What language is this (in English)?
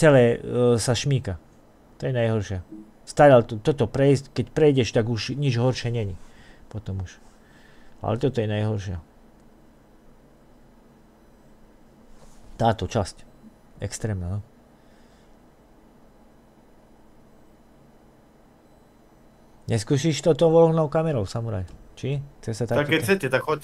Slovak